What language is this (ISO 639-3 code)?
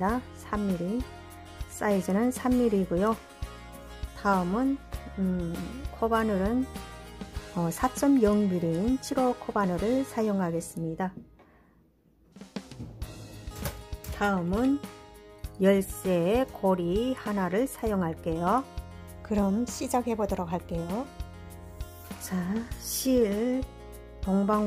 kor